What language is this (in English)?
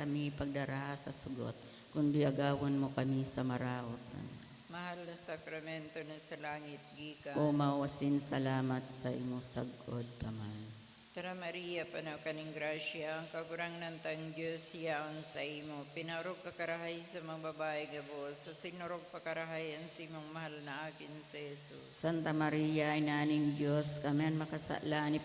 Bikol